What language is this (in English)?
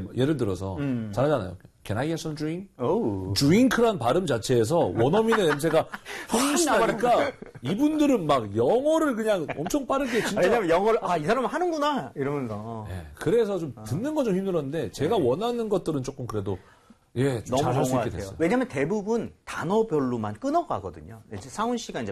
Korean